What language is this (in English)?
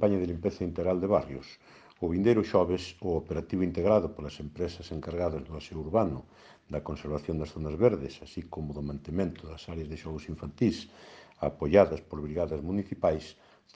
Galician